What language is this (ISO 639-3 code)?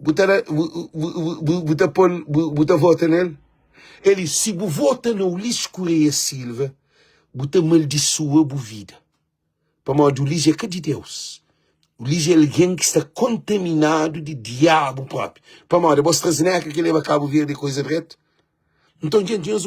kea